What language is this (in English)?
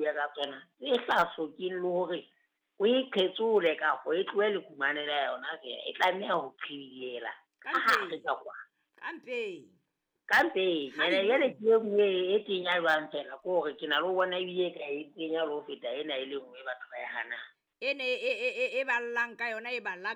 Southern Sotho